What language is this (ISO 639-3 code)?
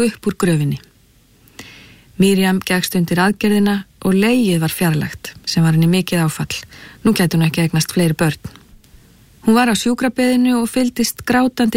isl